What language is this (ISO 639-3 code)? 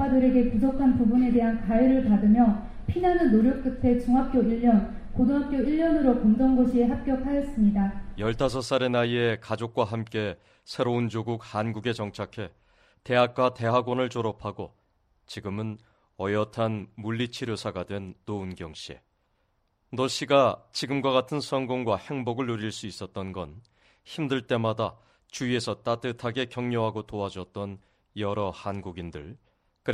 kor